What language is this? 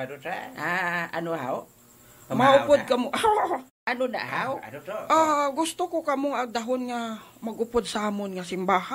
Hiligaynon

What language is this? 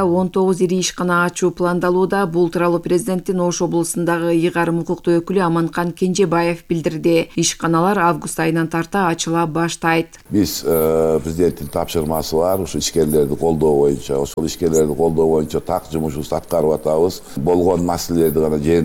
Kyrgyz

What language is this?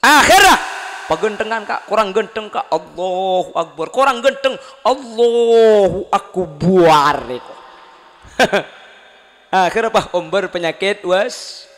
Madurese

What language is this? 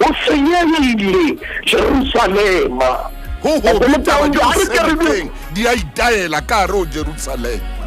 Southern Sotho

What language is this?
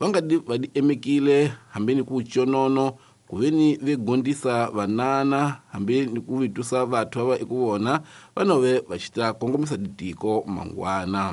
Tsonga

